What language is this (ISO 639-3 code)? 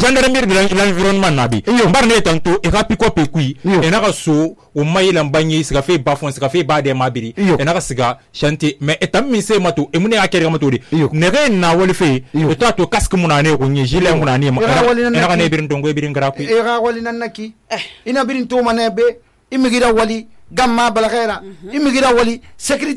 sus